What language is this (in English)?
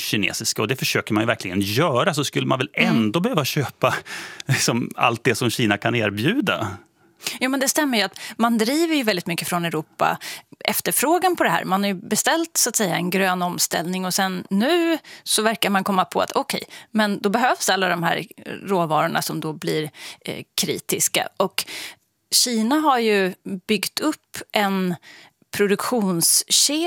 Swedish